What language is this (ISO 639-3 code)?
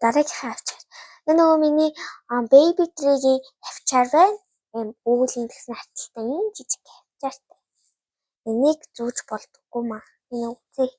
mon